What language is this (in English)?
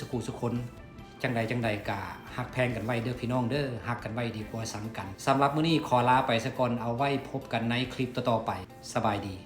Lao